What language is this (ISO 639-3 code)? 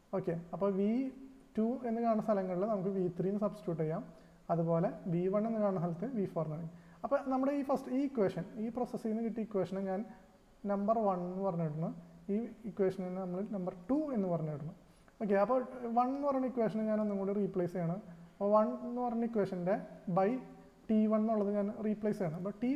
mal